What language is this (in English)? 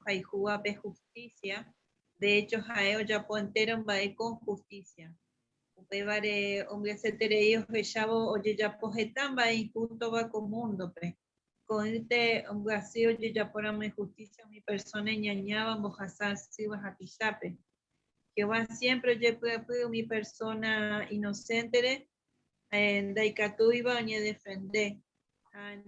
Guarani